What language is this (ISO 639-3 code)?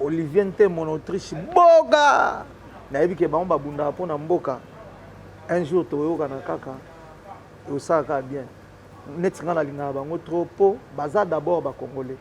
lin